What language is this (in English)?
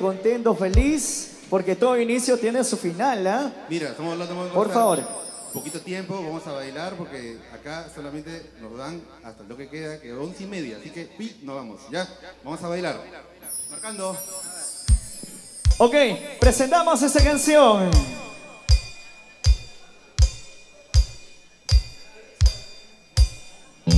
Spanish